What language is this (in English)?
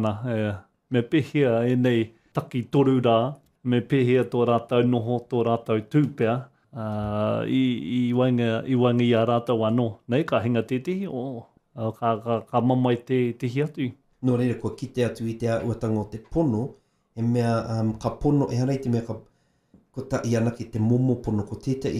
Māori